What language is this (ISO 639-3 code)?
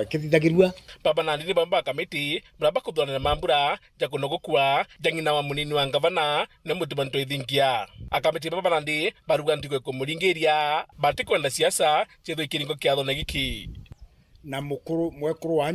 mer